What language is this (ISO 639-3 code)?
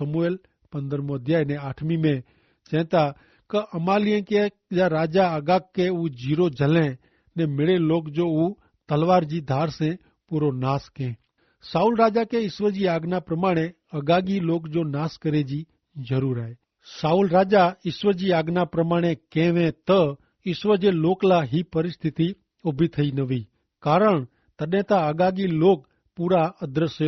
kfr